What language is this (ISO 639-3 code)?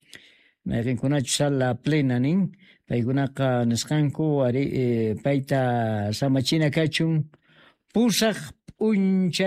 que